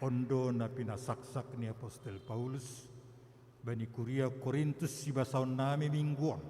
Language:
Batak Simalungun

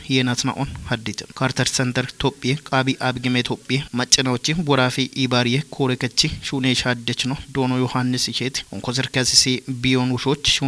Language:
Kafa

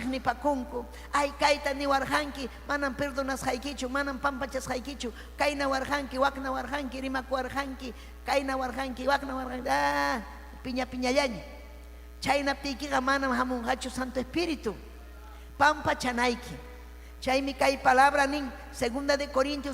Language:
Ayacucho Quechua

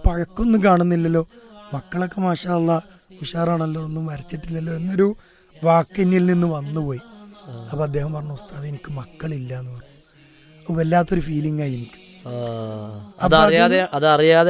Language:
Malayalam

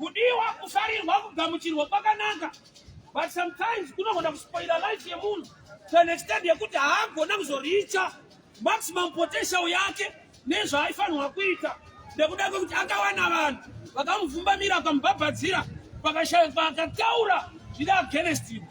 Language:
Shona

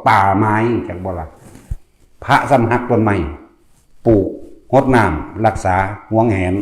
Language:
Northeastern Thai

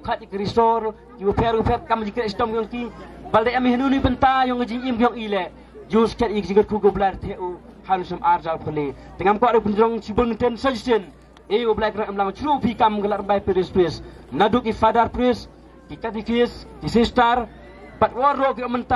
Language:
Khasi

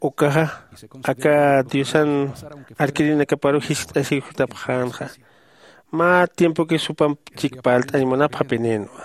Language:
Aymara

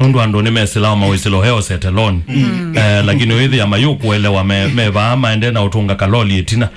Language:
Kamba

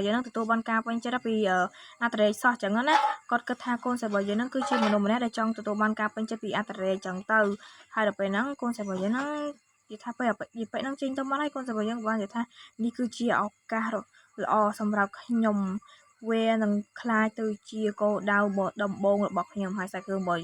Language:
Khmer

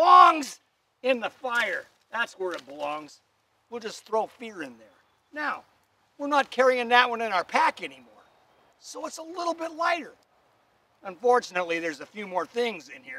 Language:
English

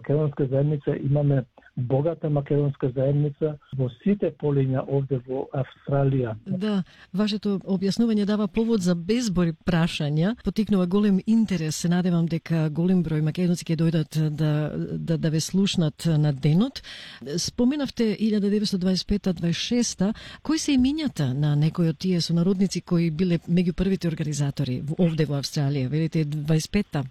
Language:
Macedonian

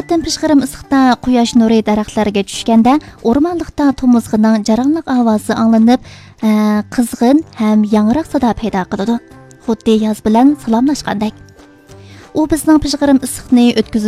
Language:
Uyghur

